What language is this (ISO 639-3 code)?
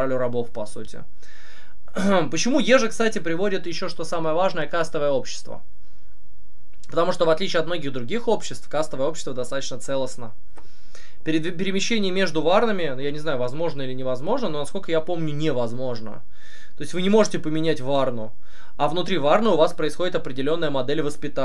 rus